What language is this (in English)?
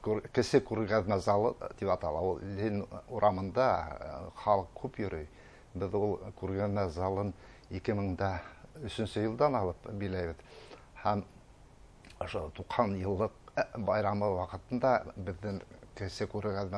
Bashkir